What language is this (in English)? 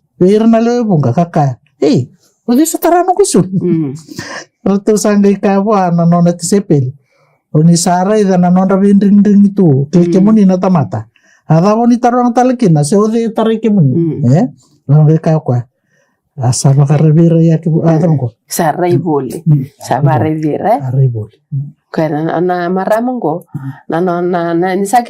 Fijian